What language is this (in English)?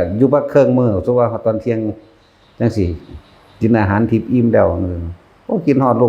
Northeastern Thai